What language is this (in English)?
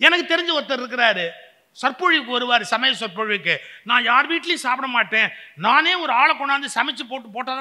Tamil